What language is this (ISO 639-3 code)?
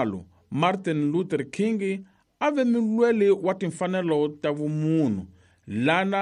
tso